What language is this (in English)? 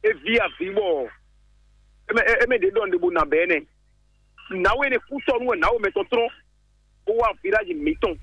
Fon